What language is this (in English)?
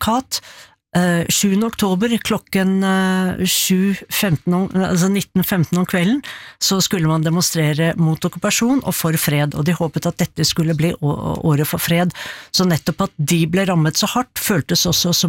Norwegian